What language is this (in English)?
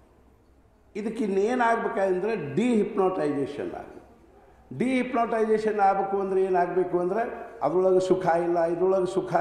Kannada